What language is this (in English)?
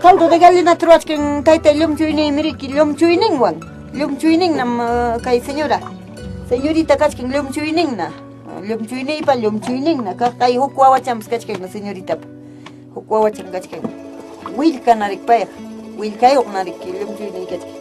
Ayacucho Quechua